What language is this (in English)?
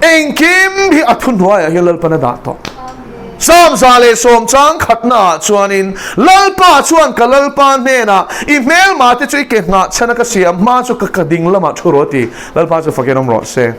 Mizo